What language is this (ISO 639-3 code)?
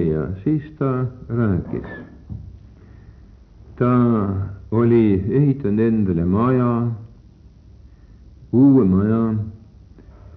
est